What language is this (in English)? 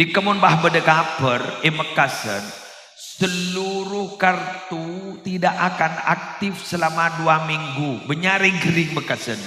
Madurese